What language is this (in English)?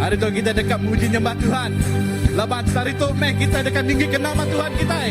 Iban